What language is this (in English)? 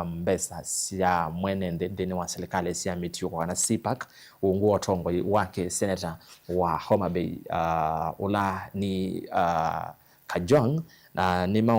Kamba